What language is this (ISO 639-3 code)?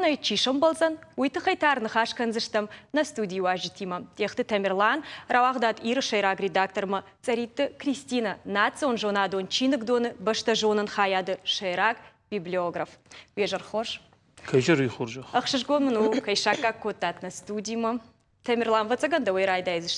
oss